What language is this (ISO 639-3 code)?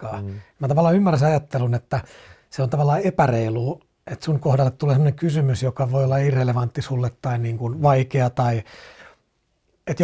fin